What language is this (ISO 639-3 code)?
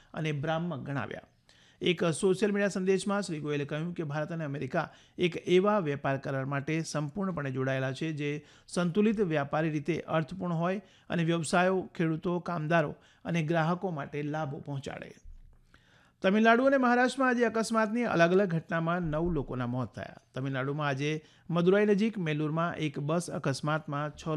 guj